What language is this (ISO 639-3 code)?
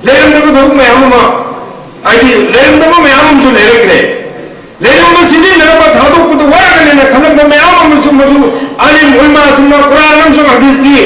mni